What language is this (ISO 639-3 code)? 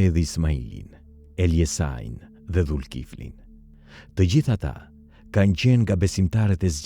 sqi